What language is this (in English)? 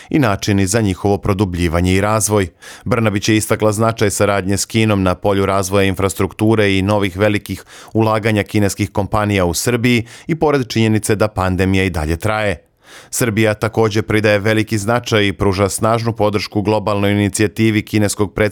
Serbian